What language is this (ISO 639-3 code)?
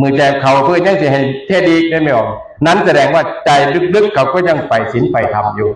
tts